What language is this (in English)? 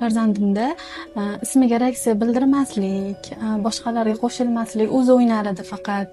Uzbek